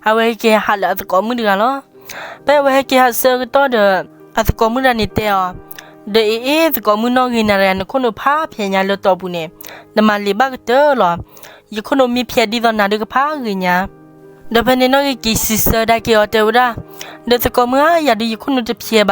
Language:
S'gaw Karen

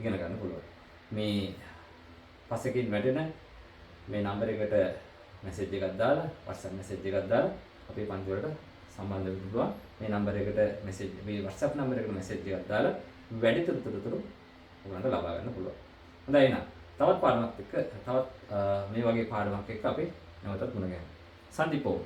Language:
Sinhala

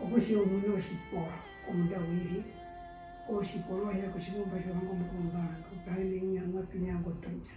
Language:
Herero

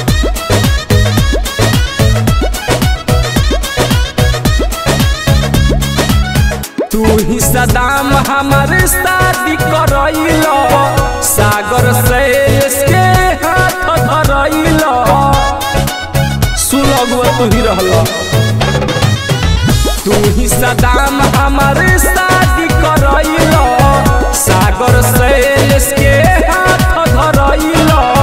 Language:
Bhojpuri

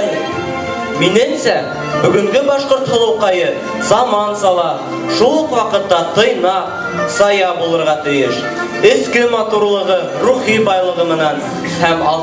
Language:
Bashkir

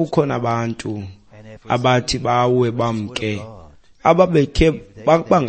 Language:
Xhosa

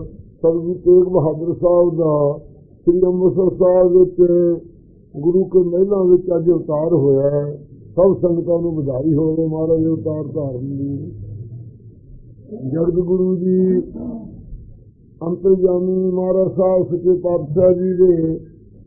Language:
Punjabi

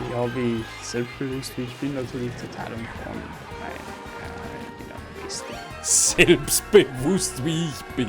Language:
Bavarian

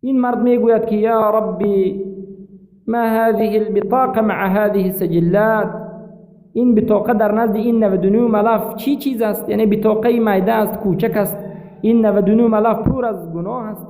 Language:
Persian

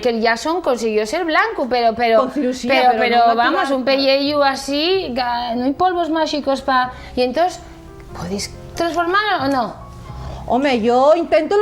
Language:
Asturian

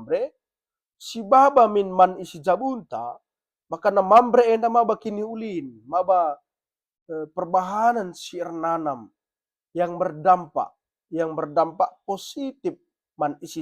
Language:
Batak Karo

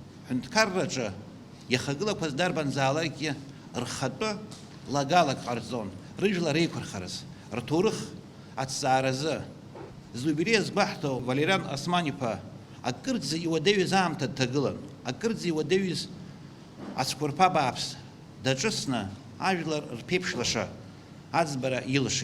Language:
Abkhazian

